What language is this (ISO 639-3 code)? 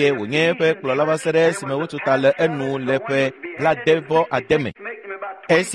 ewe